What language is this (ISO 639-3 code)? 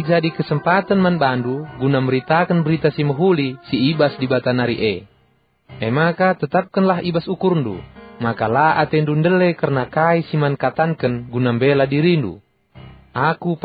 btx